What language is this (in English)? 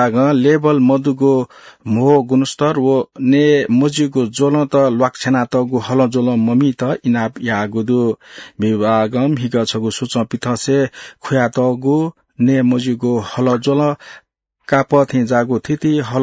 Newari